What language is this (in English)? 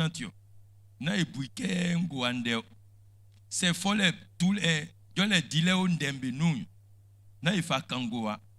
Baoulé